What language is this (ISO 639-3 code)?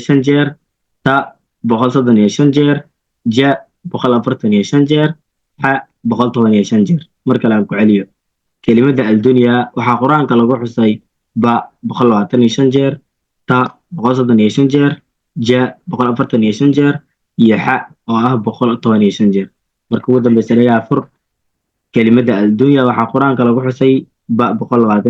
som